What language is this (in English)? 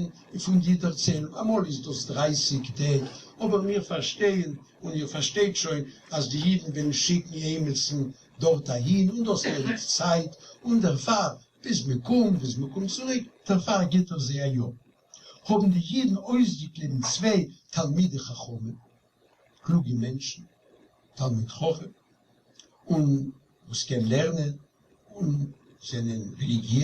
Yiddish